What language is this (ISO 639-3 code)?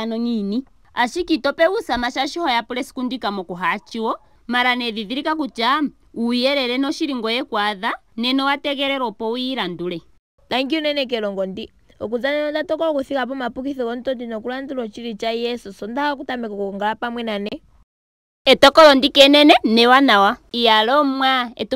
ndo